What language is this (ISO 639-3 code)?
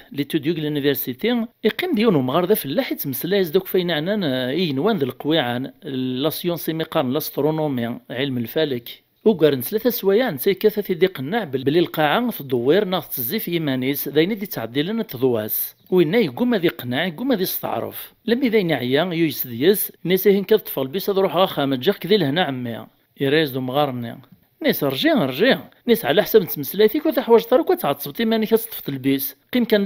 kab